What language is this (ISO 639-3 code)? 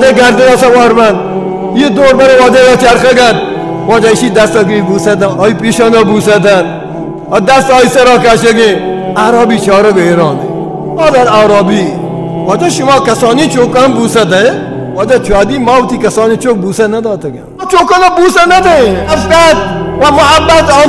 bal